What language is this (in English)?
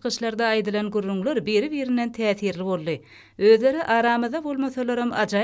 Turkmen